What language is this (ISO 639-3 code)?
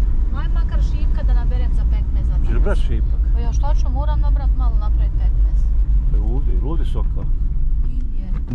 bos